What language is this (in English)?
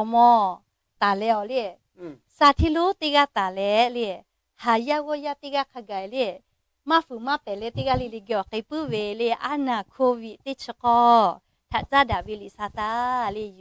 Lahu